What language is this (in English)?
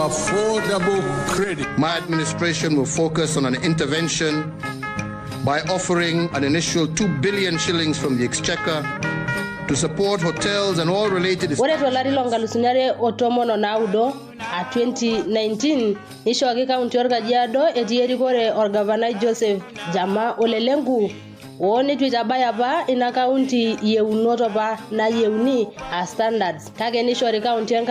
Masai